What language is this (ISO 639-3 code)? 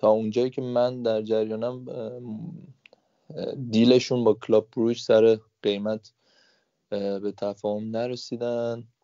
fas